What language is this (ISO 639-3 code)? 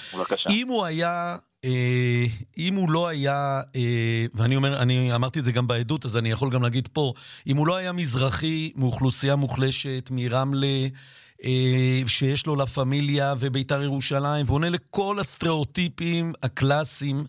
heb